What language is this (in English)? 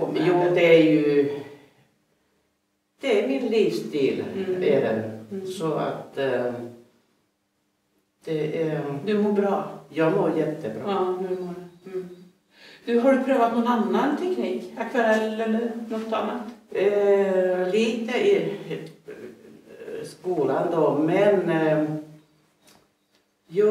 Swedish